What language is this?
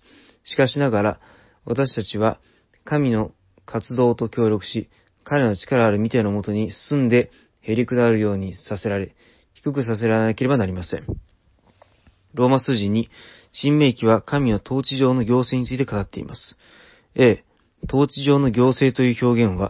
Japanese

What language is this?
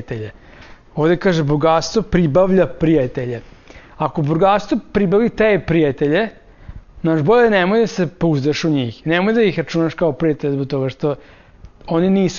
Serbian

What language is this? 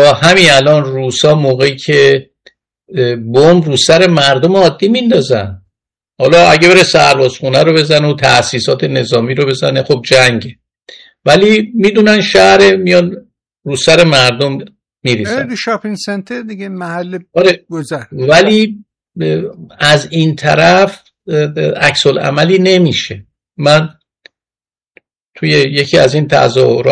Persian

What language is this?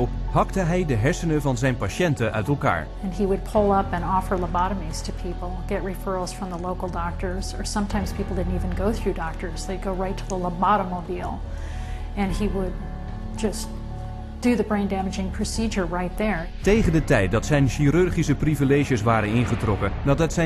Dutch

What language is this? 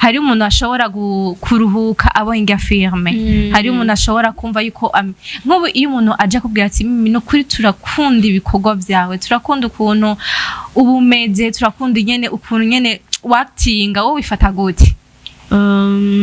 Rundi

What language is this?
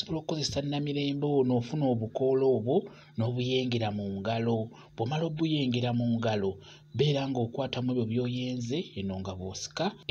Ganda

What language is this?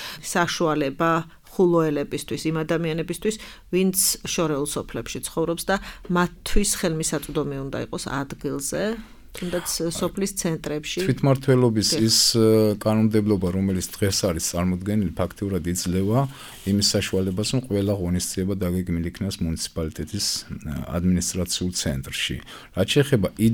Georgian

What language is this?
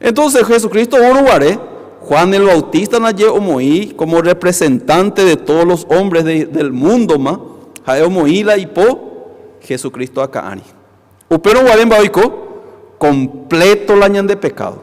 Guarani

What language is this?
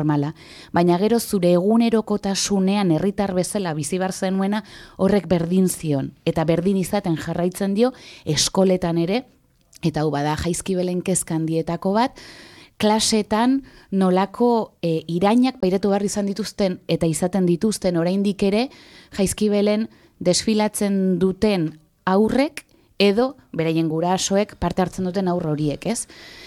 Basque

